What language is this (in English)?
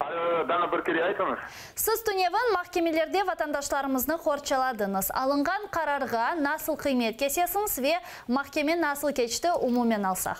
Crimean Tatar